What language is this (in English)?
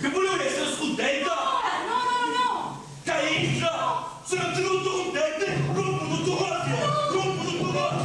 Sicilian